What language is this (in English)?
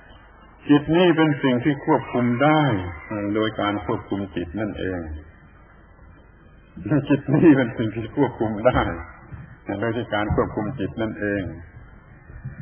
Thai